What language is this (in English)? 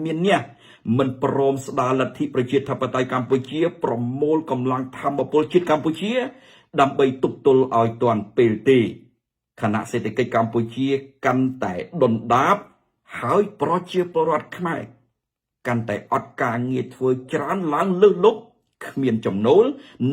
Khmer